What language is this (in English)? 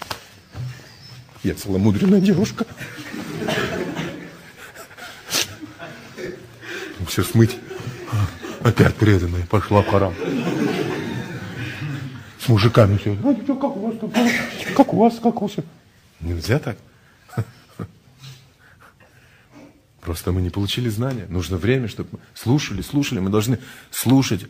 Russian